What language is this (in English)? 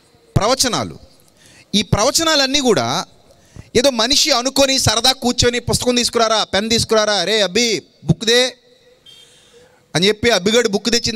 Telugu